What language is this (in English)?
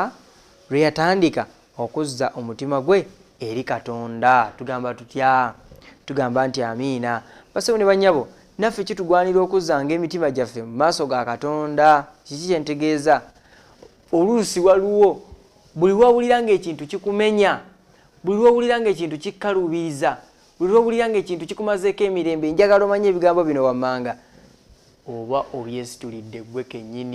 Ganda